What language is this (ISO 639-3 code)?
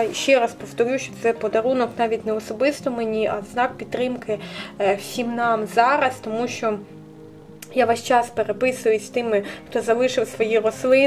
ukr